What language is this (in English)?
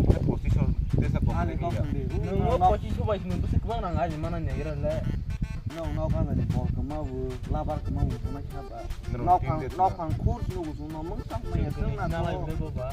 Kok Borok